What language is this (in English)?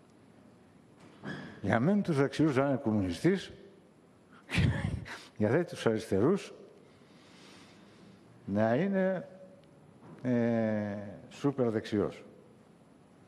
Greek